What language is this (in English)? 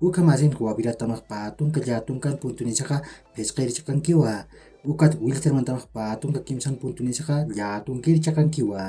Aymara